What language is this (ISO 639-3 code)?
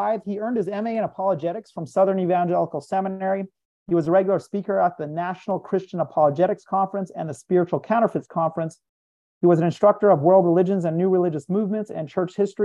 eng